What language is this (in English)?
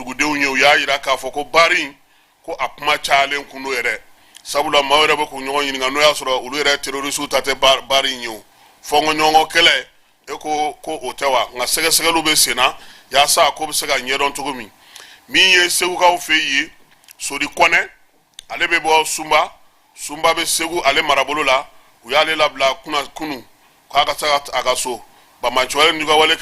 Bambara